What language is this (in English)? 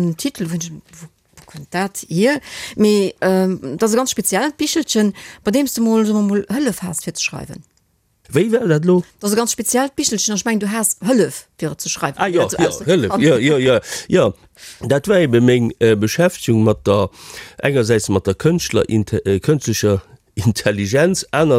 Luxembourgish